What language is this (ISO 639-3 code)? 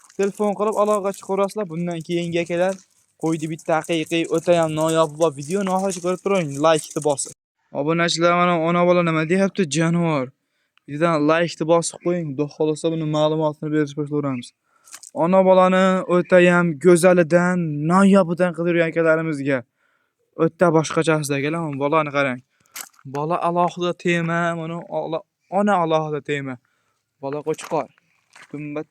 uzb